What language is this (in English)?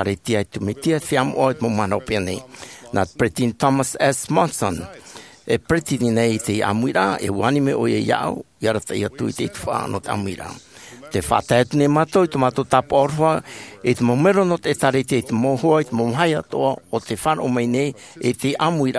Tahitian